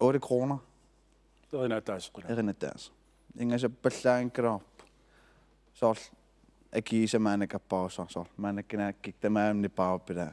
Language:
Kalaallisut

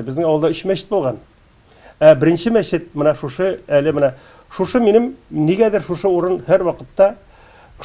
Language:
Tatar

